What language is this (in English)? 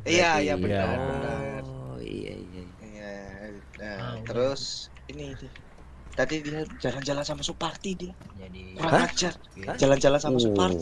Indonesian